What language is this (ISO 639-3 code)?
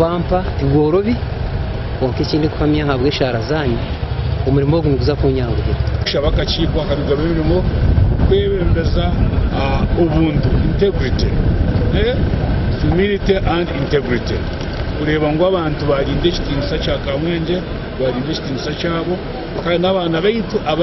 nyn